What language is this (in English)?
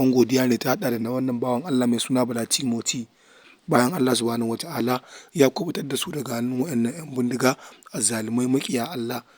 Hausa